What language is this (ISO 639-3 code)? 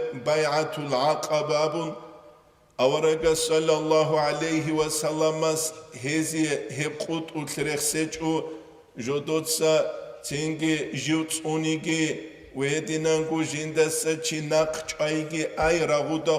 ava